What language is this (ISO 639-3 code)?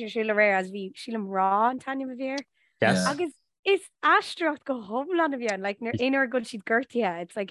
gle